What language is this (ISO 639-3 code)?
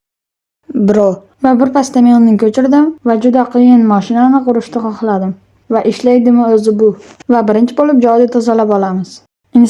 uzb